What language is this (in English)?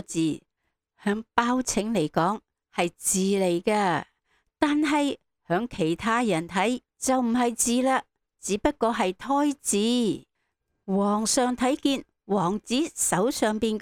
Cantonese